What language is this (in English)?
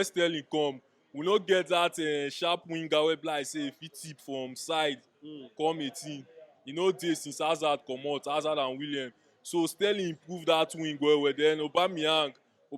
Nigerian Pidgin